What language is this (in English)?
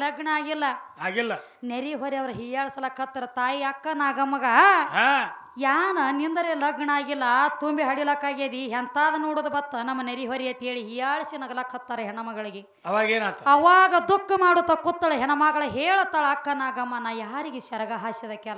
Kannada